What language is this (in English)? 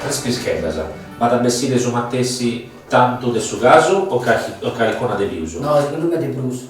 Sardinian